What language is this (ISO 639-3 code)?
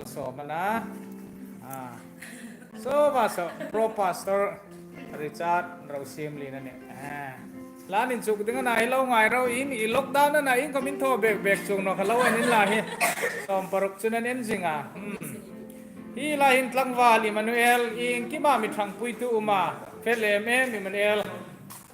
hmr